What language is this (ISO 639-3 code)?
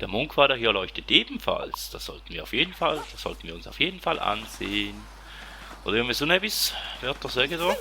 gsw